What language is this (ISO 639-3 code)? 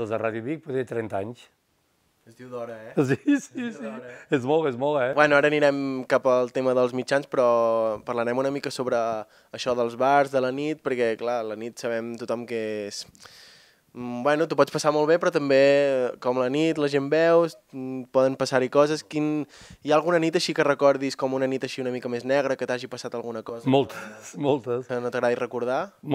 cat